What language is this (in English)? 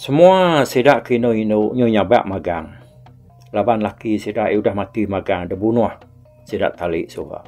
Iban